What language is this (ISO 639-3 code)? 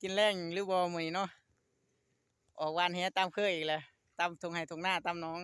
lao